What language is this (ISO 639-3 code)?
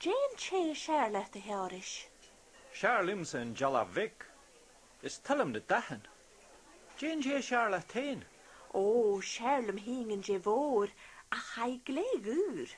gla